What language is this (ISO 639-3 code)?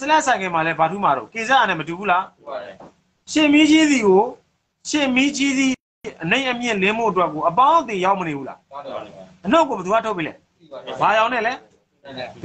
mya